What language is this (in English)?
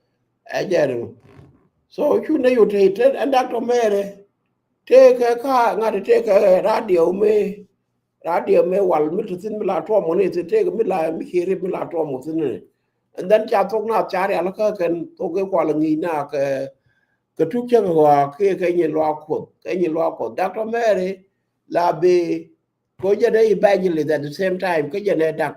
Nuer